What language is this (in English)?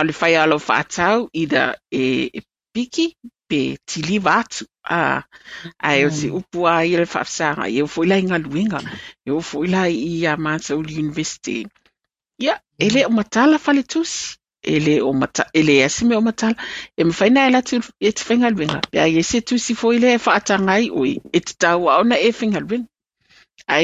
Samoan